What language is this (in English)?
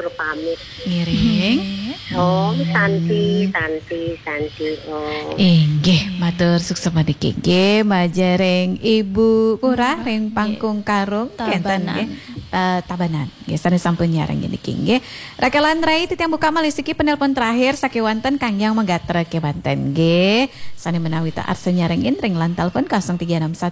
Balinese